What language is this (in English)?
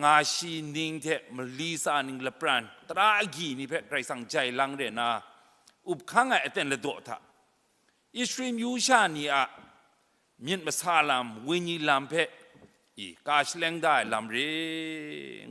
Kachin